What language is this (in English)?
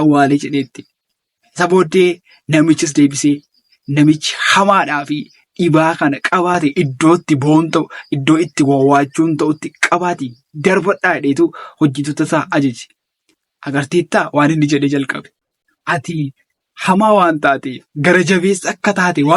Oromo